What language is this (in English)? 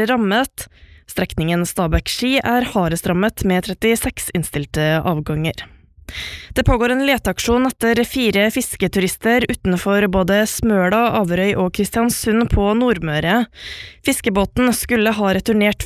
Norwegian